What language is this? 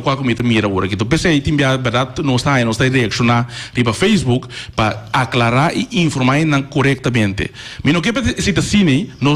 Papiamento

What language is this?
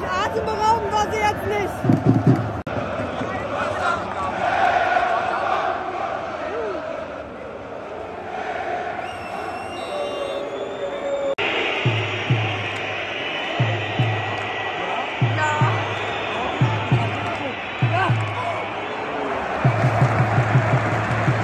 German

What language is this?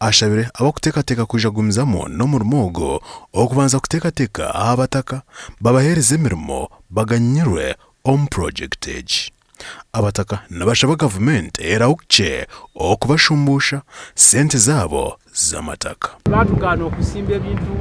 Nyankole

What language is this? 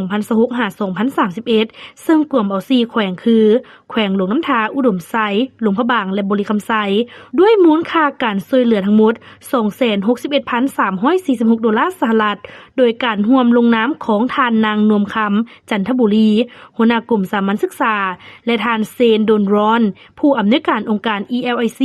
Lao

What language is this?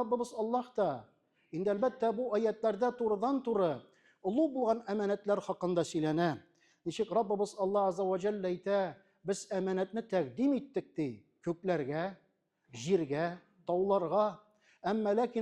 Tatar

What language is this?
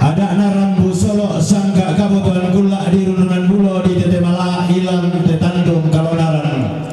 Toraja-Sa'dan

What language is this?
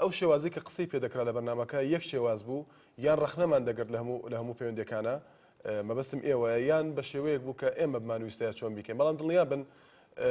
Central Kurdish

